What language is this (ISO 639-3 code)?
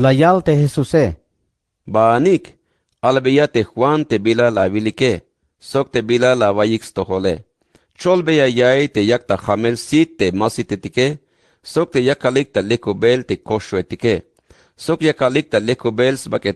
tzh